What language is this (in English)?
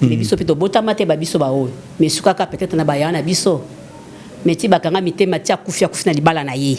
Lingala